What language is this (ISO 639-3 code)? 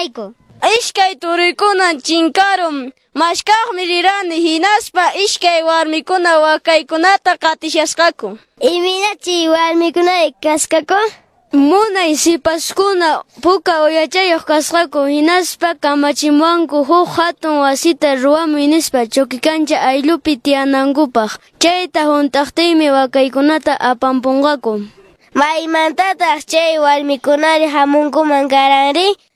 que